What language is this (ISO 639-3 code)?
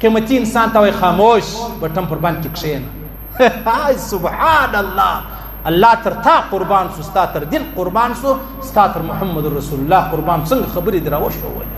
pus